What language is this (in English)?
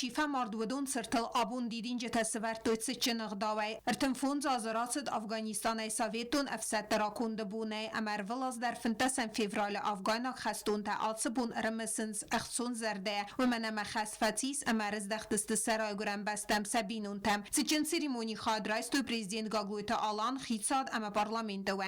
Ossetic